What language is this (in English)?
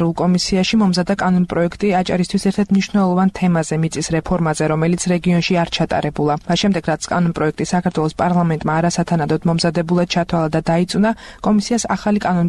Georgian